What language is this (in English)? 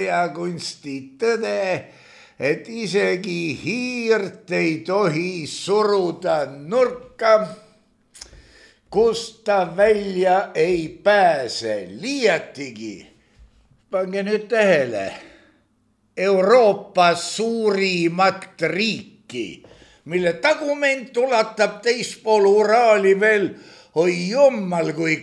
Estonian